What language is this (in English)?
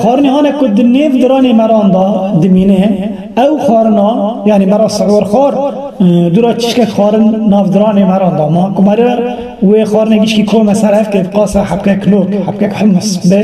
Kurdish